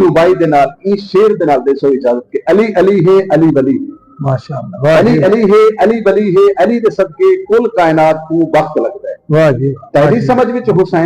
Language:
Saraiki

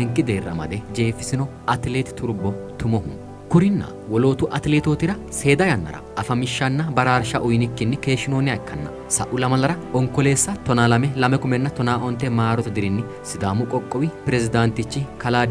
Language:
Sidamo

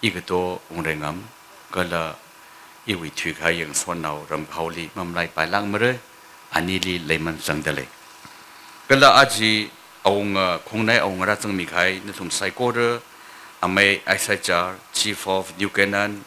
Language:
Tangkhul Naga (India)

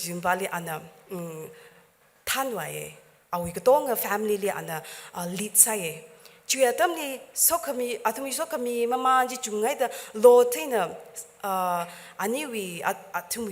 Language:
Tangkhul Naga (India)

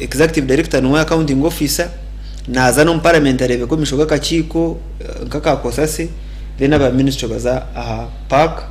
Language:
Nyankole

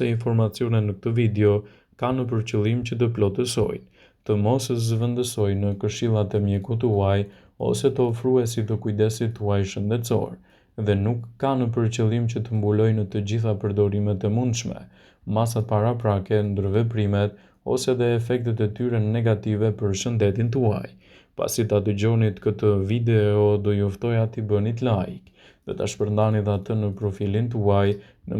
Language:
Albanian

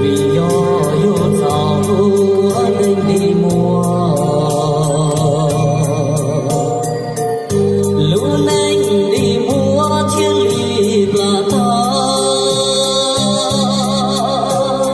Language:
Hmong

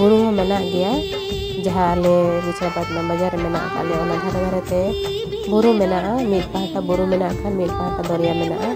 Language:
Santali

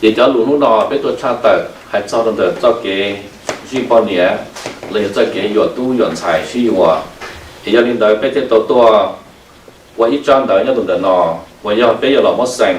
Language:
Hmong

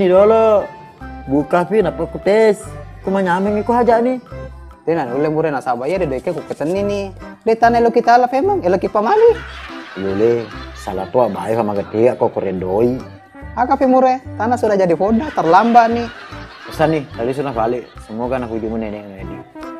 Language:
Buginese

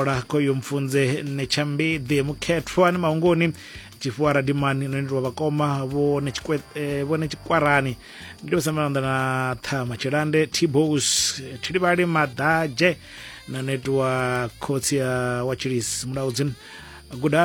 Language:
Venda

